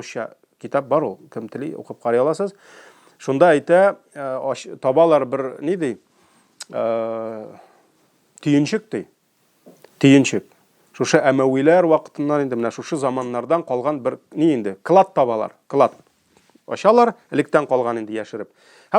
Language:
Tatar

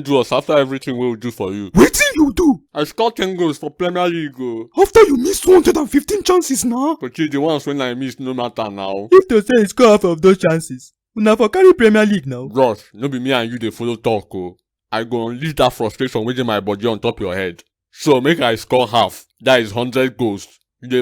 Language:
Nigerian Pidgin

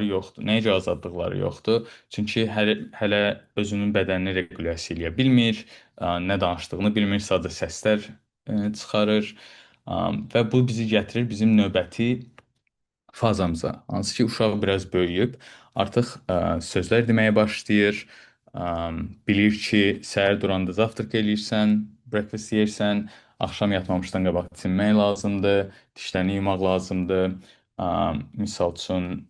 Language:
Azerbaijani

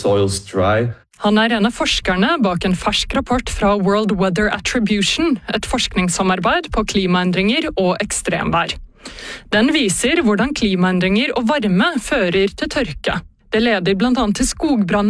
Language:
Norwegian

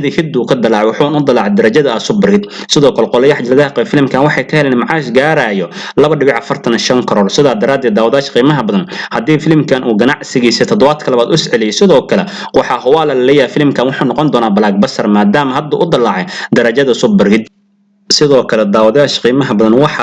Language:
Somali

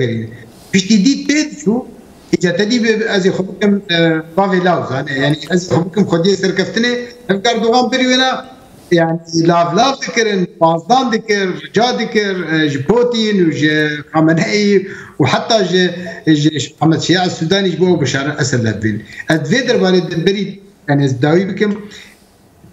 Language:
Kurdish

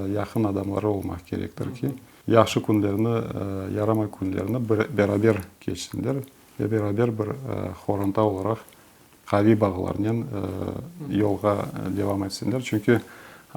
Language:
Crimean Tatar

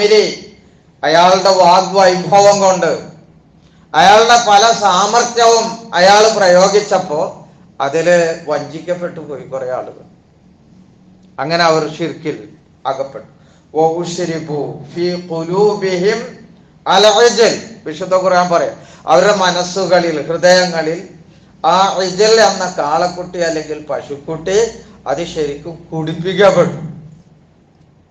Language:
Malayalam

